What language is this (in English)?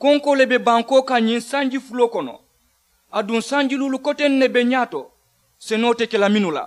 Mandingo